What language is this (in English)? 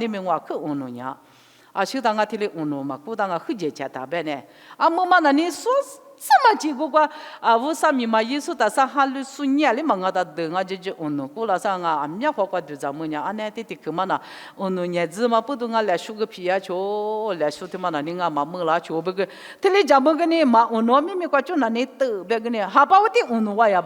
Lisu